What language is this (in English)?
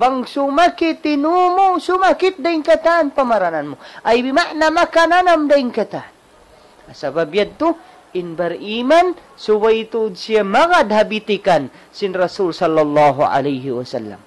Tausug